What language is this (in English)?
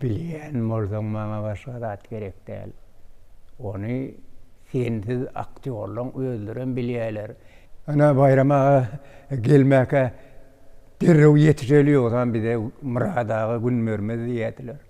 Turkmen